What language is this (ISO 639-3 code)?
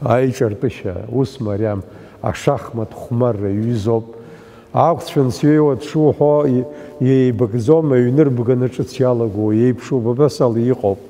abk